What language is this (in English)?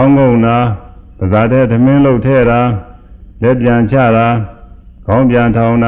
Burmese